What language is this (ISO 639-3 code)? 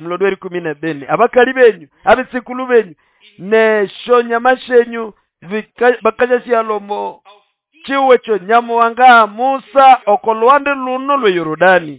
nnb